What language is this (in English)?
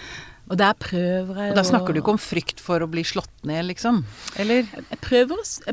Norwegian